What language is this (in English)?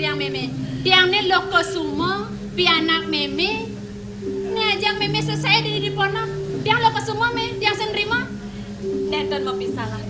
Balinese